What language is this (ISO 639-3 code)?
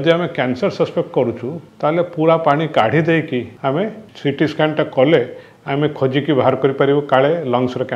ori